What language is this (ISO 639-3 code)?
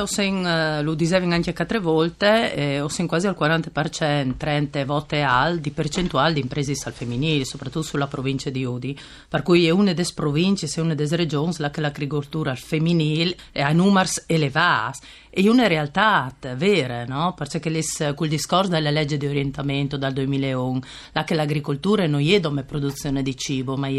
fur